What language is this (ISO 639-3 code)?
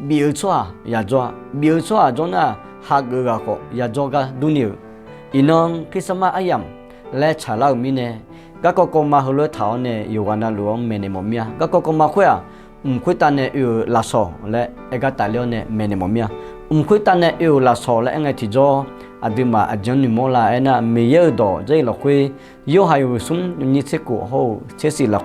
ahk